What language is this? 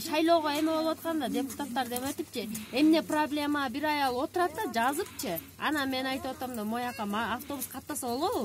Kyrgyz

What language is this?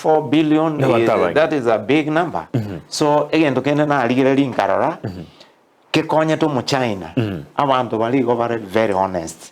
Gusii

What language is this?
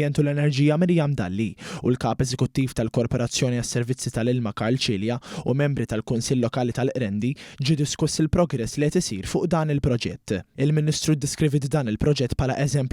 Maltese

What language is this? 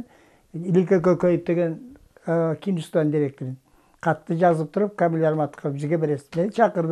Kyrgyz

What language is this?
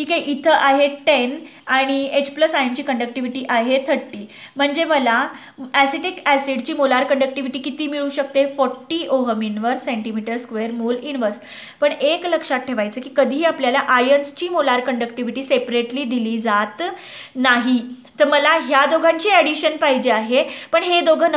Marathi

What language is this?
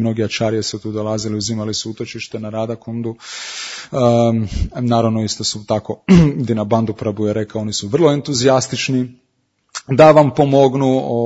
Croatian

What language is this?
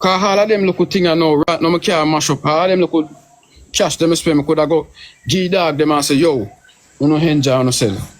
Jamaican Creole English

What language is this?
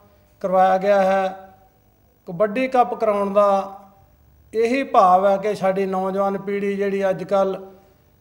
Punjabi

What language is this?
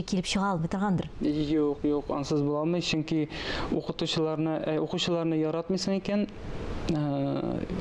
Tatar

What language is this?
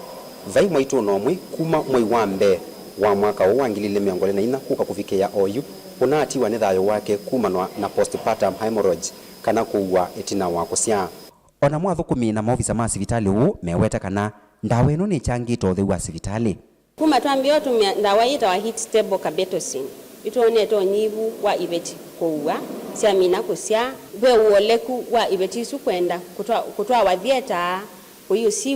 Kamba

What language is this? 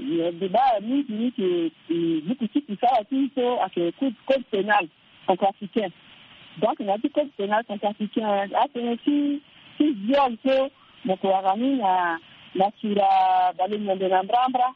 Sango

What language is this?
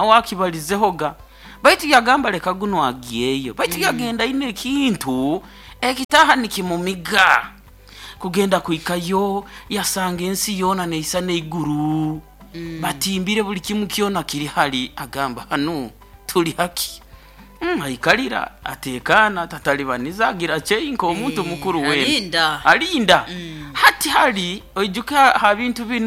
Nyoro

